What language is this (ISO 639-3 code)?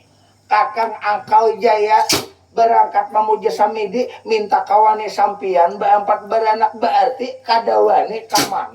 bjn